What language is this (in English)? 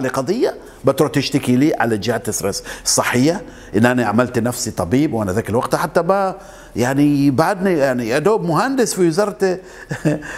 Arabic